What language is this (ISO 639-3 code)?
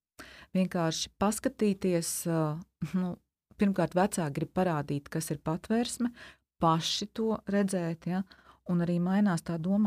lav